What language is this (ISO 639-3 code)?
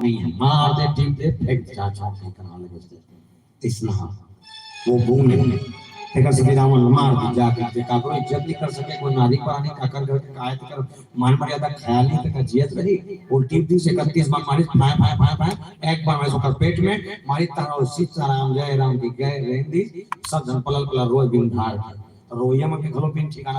hne